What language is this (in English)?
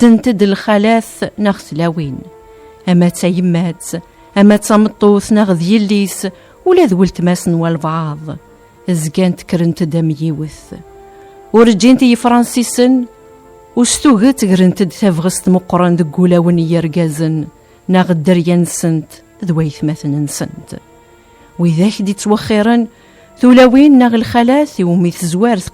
Kabyle